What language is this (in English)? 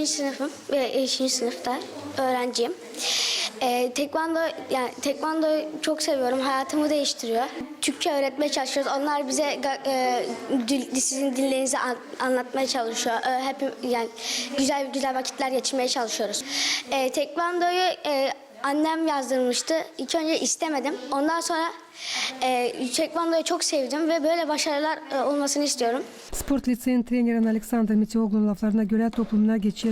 Gagauz